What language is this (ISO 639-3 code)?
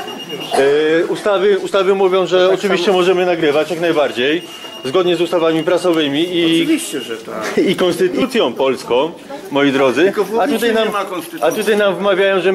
pol